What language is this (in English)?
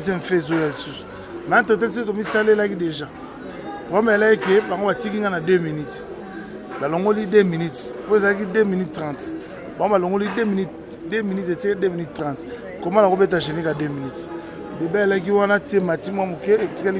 Lingala